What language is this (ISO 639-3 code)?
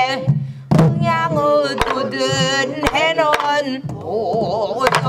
kor